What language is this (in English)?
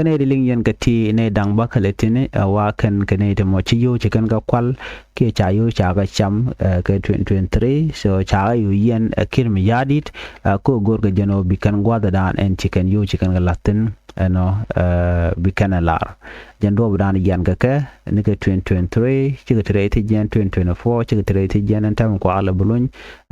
Nuer